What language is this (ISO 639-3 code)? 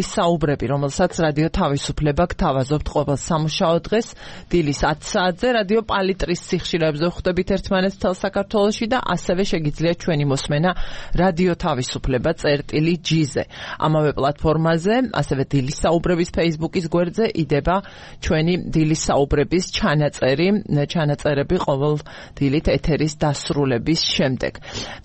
kat